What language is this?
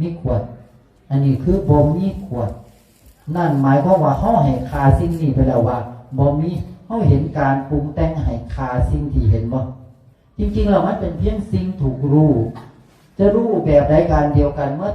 Northeastern Thai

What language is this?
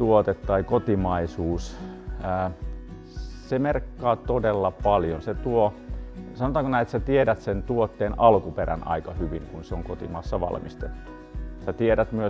Finnish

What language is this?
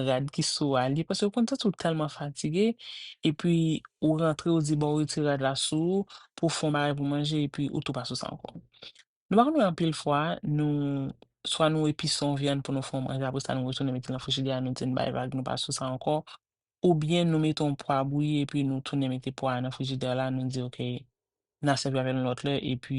Haitian Creole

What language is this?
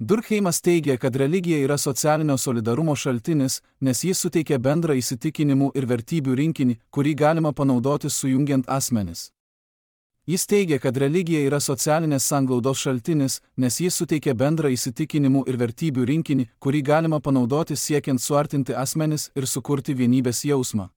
Lithuanian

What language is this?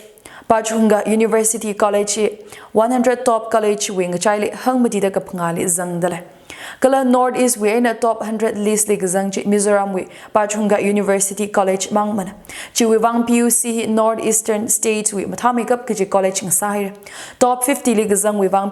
Tangkhul Naga (India)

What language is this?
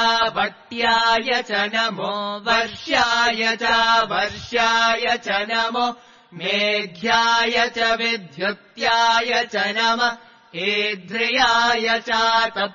Sanskrit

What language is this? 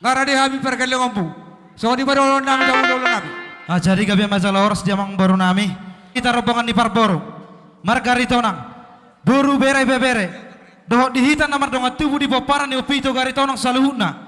Batak Toba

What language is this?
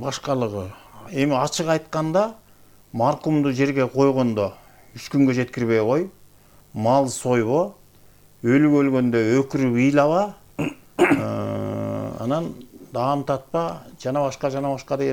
Kyrgyz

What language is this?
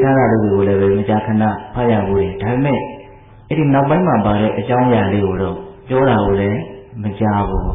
Burmese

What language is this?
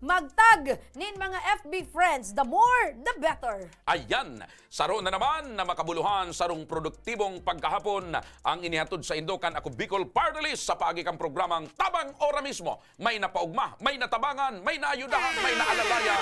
Bikol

